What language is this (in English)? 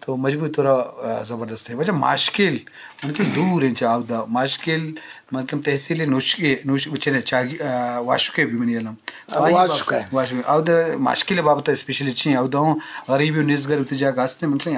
Eastern Balochi